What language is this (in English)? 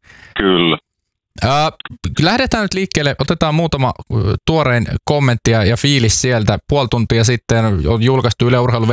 Finnish